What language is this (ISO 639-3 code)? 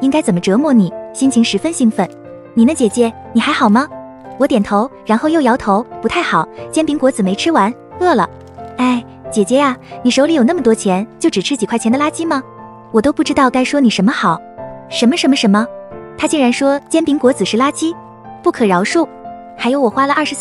zho